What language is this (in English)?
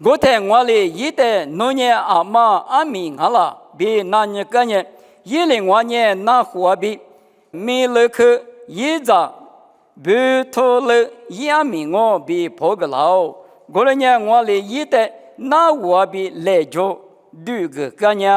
Lisu